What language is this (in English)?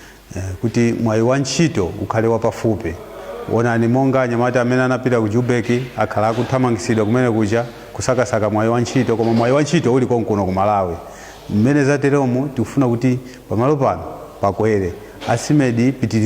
Nyanja